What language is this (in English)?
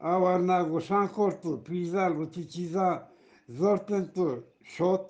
Eastern Balochi